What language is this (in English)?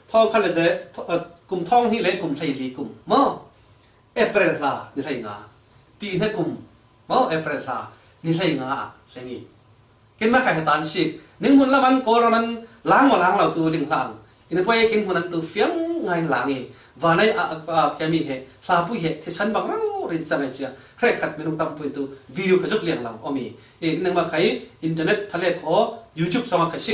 Falam Chin